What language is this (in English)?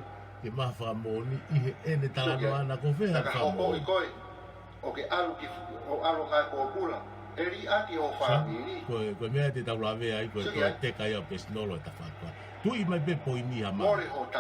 Tongan